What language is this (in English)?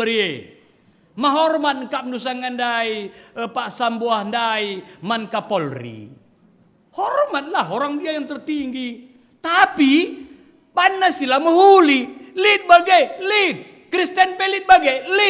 Batak Karo